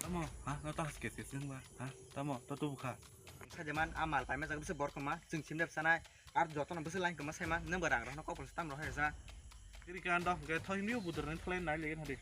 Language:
Kok Borok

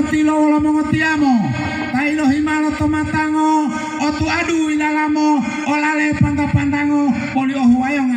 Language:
Gorontalo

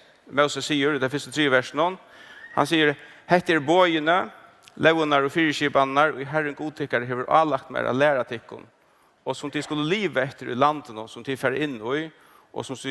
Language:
Faroese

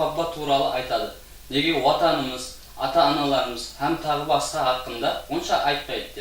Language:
Kara-Kalpak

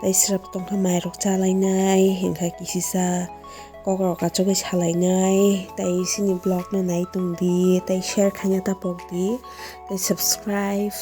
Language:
Kok Borok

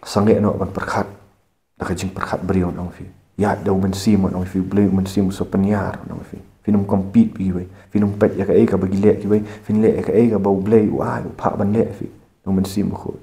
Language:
Khasi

